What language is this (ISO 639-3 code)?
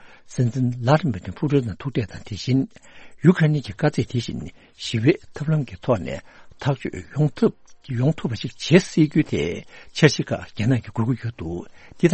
bod